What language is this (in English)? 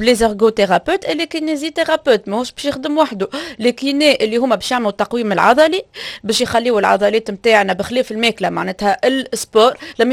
Tunisian Arabic